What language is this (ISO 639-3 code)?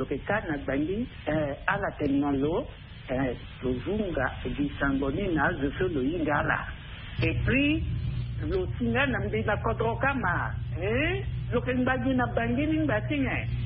sag